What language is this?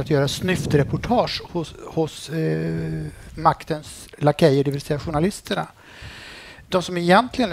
Swedish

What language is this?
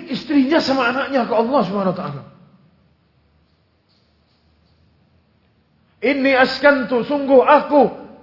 Indonesian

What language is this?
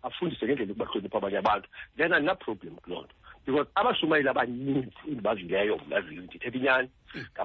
Xhosa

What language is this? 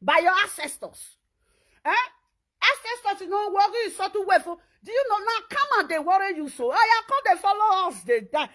Nigerian Pidgin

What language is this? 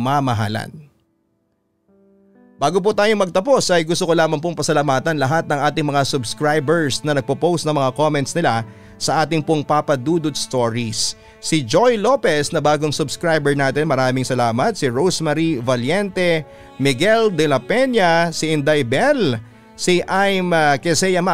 Filipino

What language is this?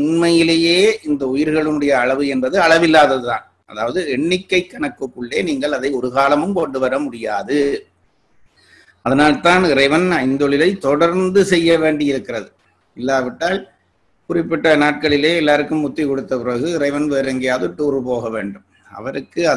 Tamil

